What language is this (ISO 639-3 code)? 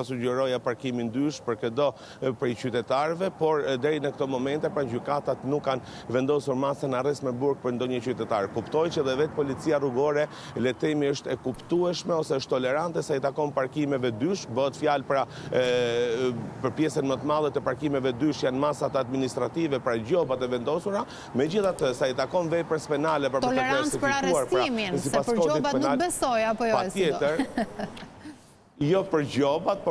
sqi